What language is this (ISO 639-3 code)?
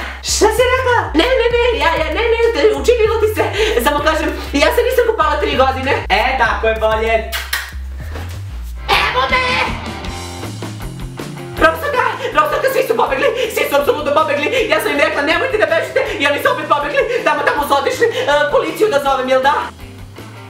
srp